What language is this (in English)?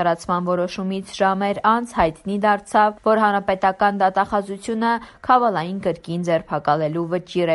Armenian